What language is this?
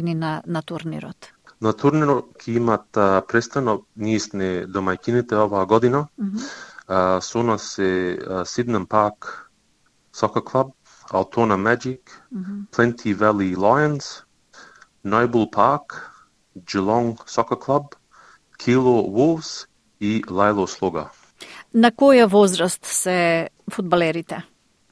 Macedonian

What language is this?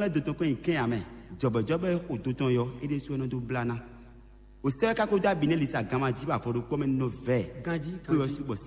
Fon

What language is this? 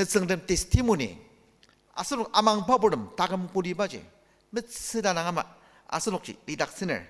Ao Naga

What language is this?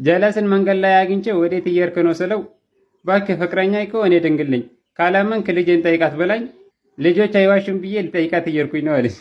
Amharic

